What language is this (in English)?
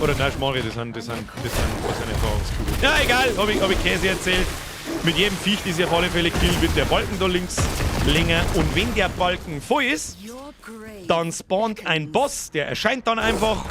Bavarian